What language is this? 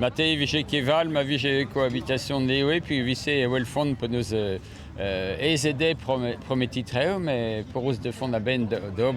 Breton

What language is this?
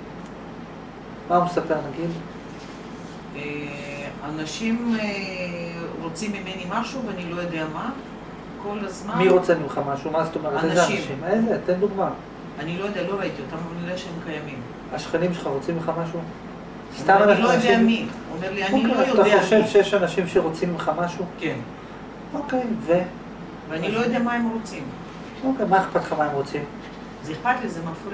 Hebrew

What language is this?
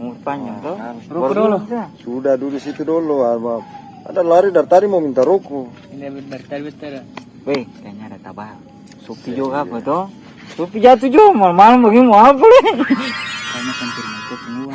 Ambonese Malay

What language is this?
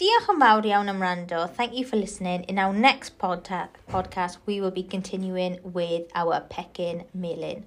Welsh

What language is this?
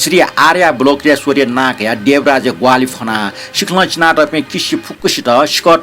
Newari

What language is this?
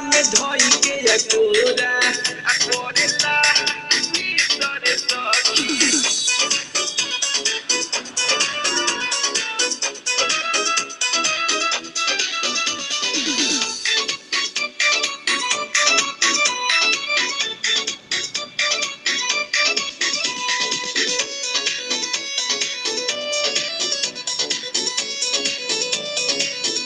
Bhojpuri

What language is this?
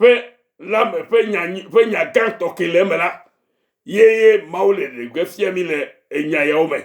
Ewe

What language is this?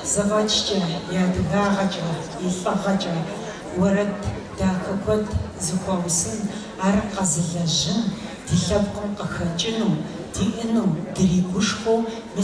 Kabardian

